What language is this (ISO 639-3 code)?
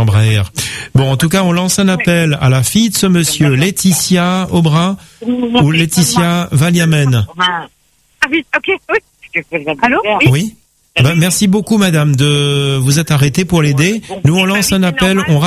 fra